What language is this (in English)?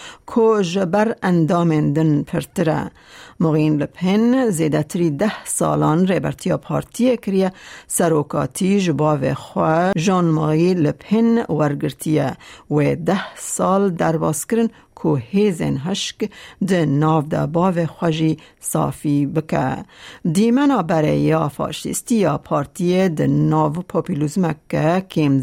Kurdish